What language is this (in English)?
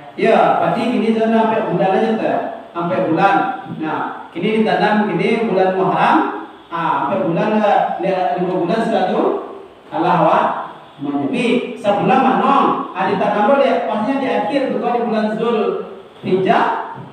Minangkabau